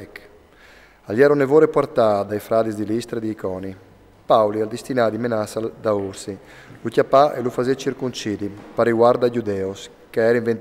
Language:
Friulian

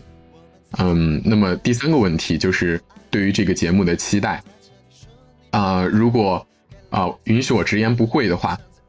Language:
Chinese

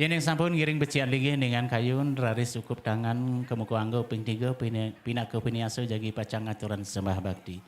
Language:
Balinese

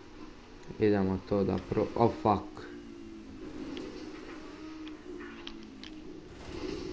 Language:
Croatian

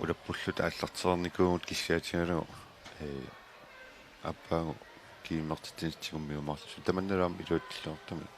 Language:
Kalaallisut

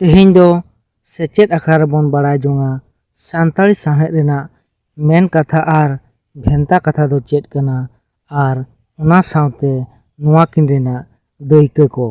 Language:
Santali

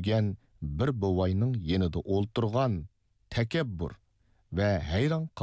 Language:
Uyghur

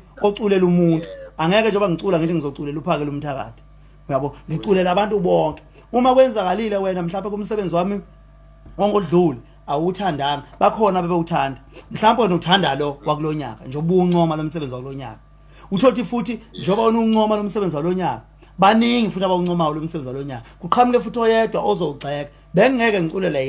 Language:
Zulu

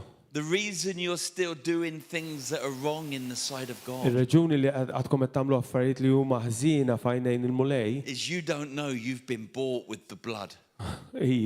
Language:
Maltese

